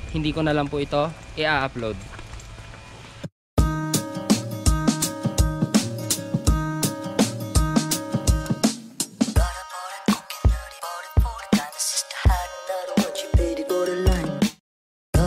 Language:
Filipino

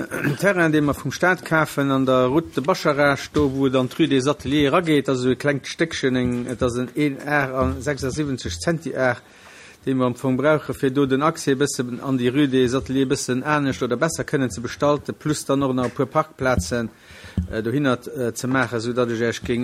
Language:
Luxembourgish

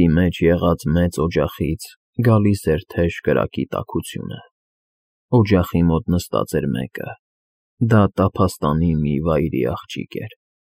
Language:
Armenian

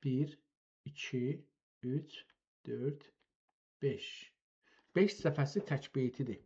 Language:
South Azerbaijani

